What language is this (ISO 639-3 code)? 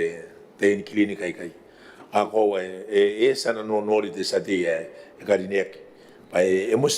gil